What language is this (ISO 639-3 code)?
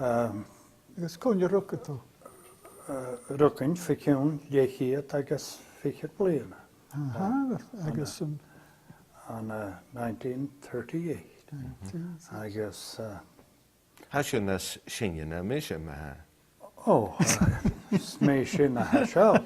gla